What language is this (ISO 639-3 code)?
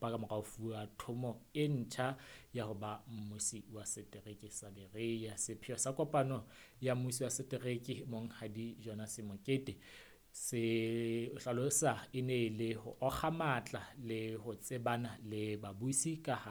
sot